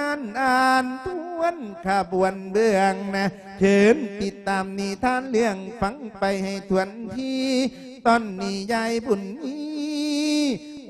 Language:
Lao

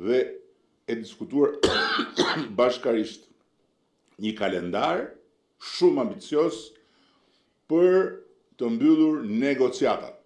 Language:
Albanian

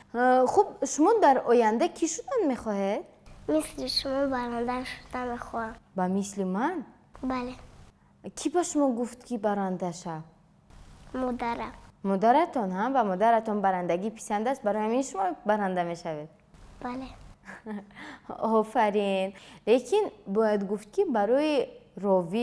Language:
Tajik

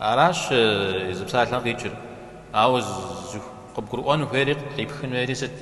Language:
Kabardian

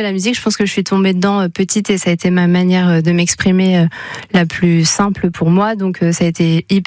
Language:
French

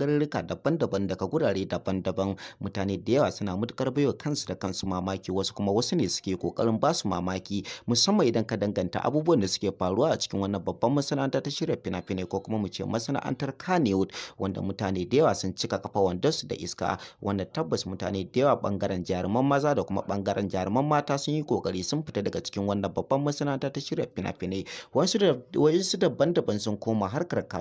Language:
Hausa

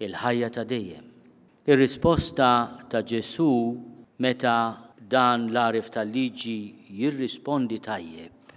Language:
Maltese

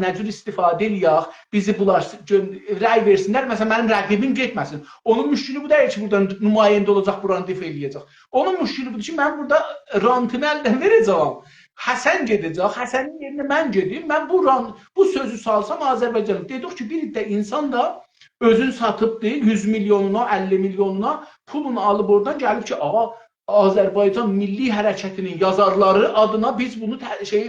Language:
South Azerbaijani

